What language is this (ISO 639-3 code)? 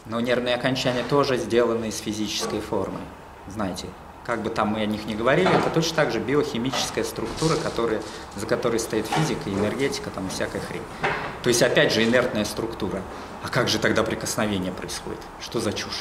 rus